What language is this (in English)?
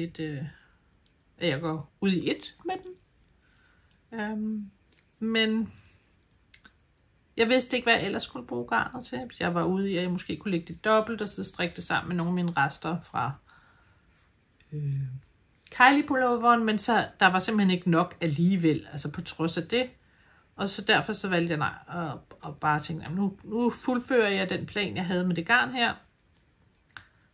Danish